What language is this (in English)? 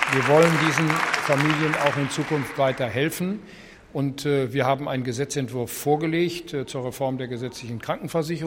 German